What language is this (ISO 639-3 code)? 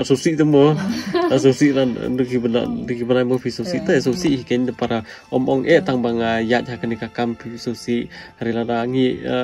kha